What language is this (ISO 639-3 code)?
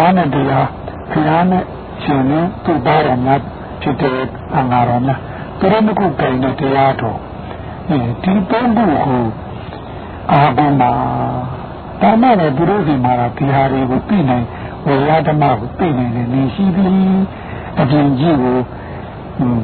mya